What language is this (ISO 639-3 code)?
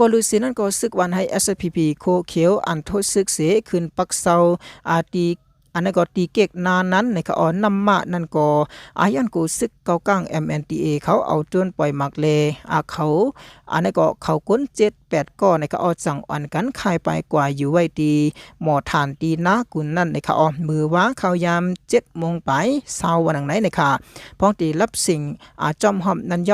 shn